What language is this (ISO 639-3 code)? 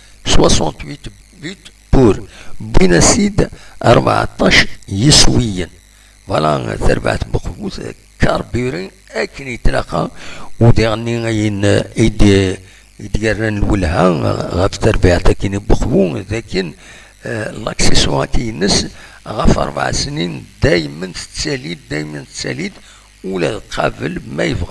kab